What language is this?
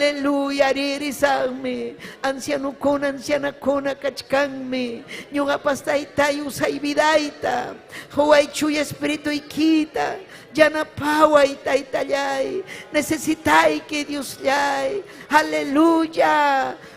Ayacucho Quechua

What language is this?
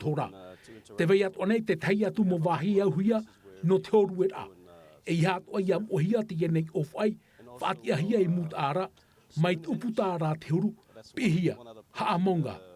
Tahitian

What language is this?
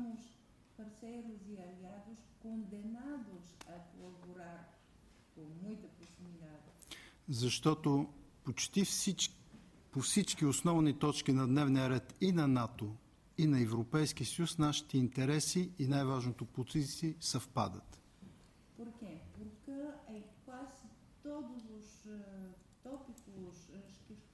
Bulgarian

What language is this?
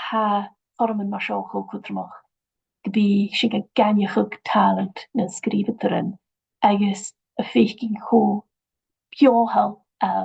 Scottish Gaelic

